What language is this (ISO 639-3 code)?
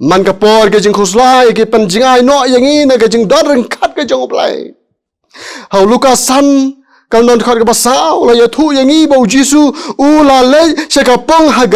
kha